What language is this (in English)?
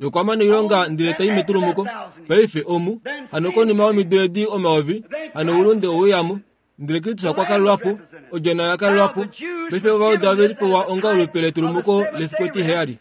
Kuanyama